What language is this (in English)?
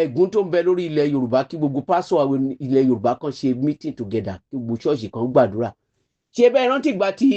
Yoruba